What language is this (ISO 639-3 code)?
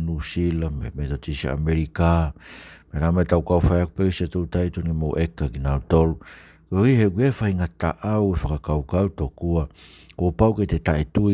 ton